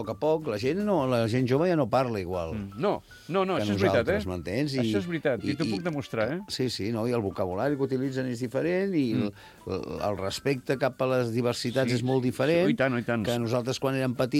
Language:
Catalan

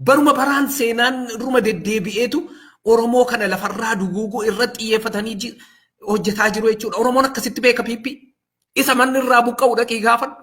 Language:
Oromo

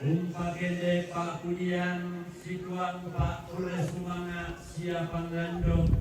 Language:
Toraja-Sa'dan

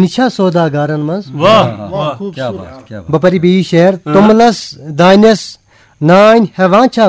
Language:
Kashmiri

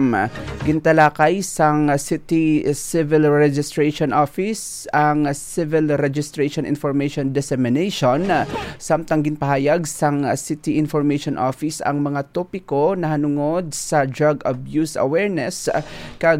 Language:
Hiligaynon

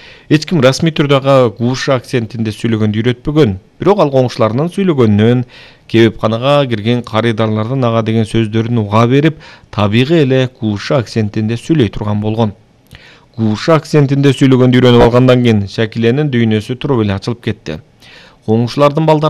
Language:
Kyrgyz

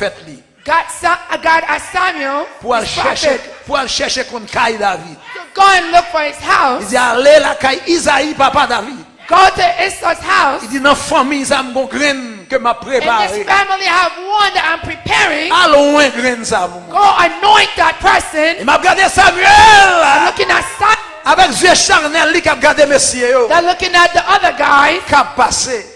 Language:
Haitian Creole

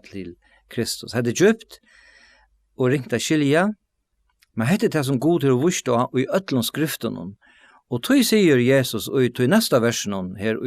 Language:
Faroese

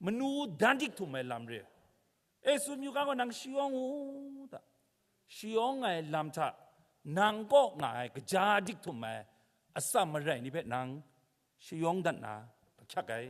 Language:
Kachin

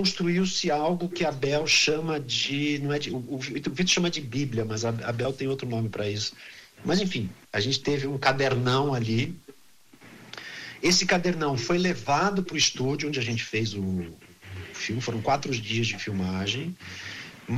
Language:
Portuguese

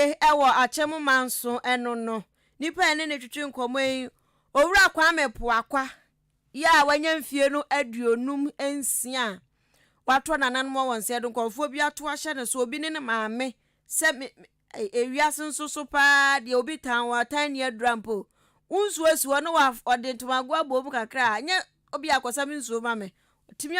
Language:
Akan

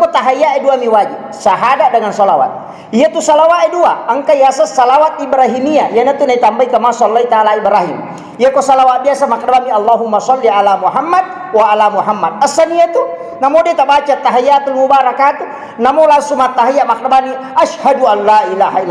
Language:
Buginese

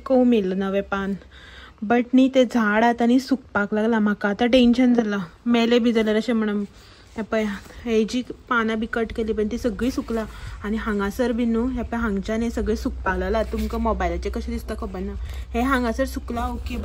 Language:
Konkani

